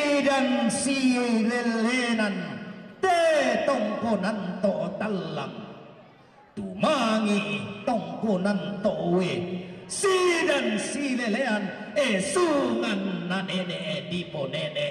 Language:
Toraja-Sa'dan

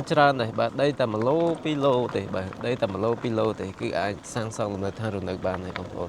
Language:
Khmer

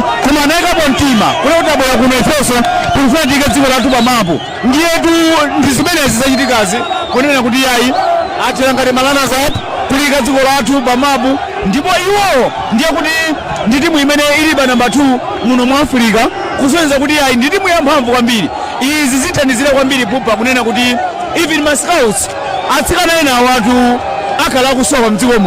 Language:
Nyanja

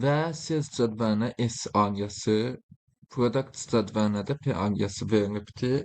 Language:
Azerbaijani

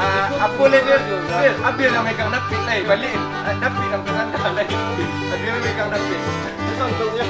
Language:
Minangkabau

